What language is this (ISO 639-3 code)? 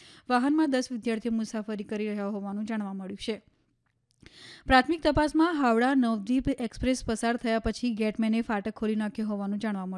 guj